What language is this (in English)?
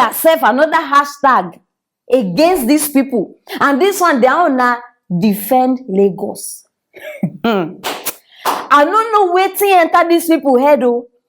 Nigerian Pidgin